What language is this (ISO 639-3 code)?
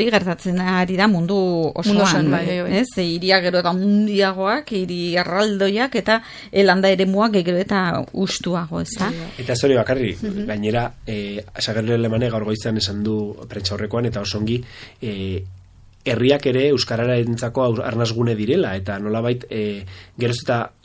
eus